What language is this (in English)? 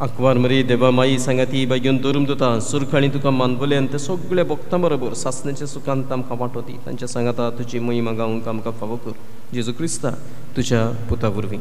Konkani